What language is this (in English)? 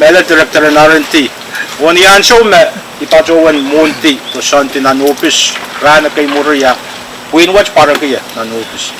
Pohnpeian